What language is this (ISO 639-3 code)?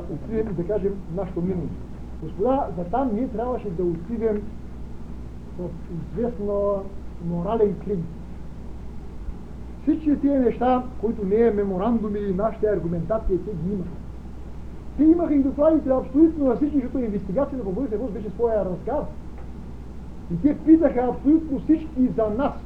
bul